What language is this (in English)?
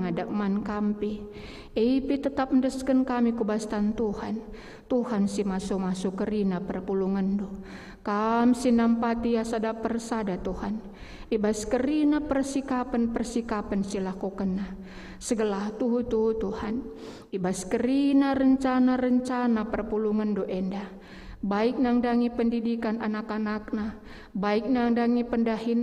Batak Karo